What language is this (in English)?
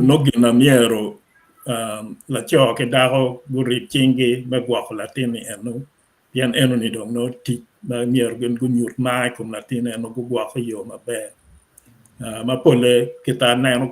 Acoli